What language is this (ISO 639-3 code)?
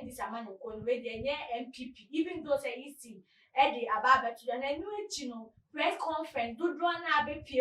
aka